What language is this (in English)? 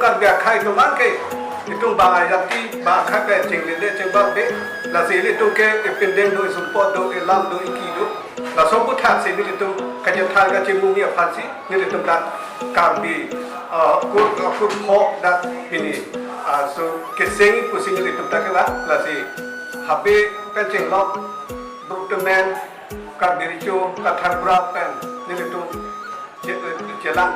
Karbi